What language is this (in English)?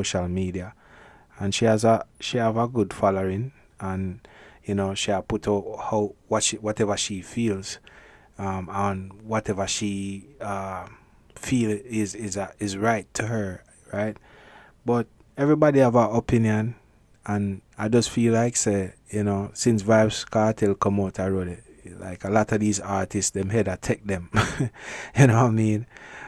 Jamaican Creole English